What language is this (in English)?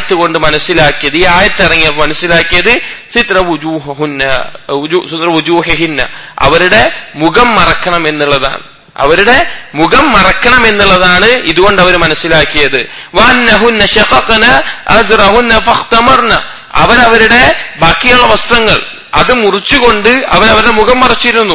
Malayalam